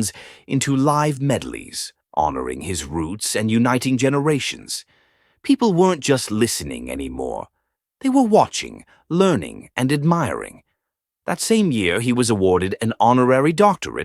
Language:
English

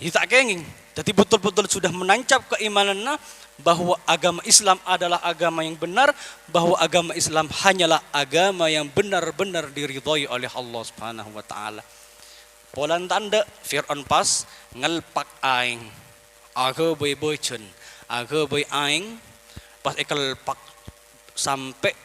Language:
Madurese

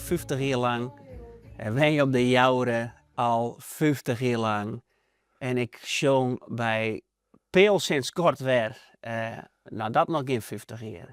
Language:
Western Frisian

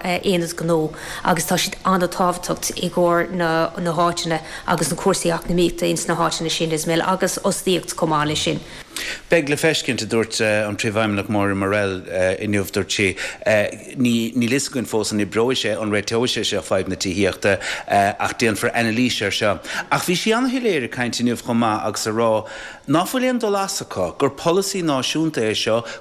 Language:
Irish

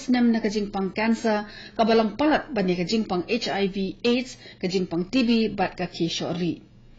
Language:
Khasi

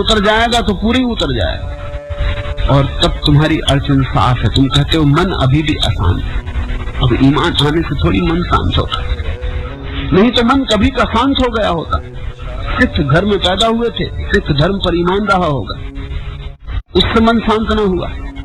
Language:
Hindi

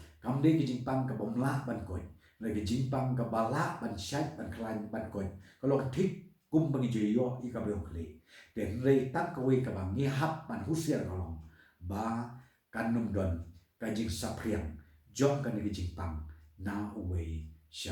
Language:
Khasi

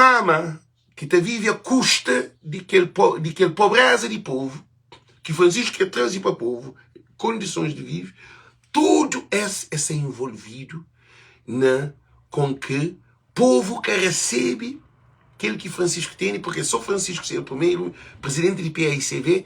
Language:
Kabuverdianu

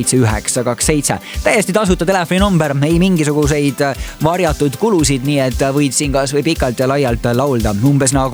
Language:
Estonian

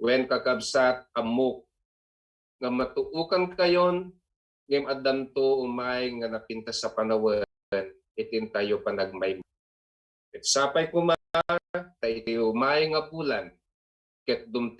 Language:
Iloko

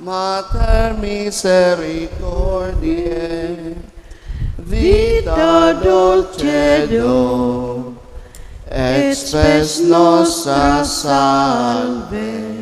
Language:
Bikol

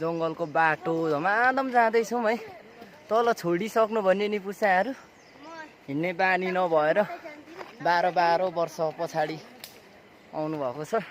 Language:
Nepali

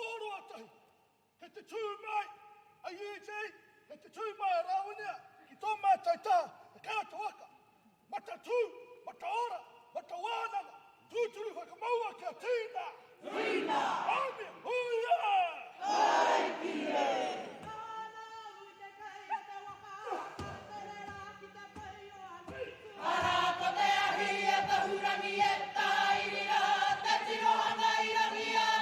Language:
Māori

